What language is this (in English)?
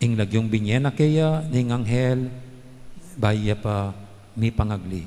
Pampanga